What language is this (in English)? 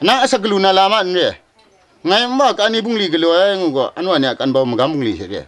Kachin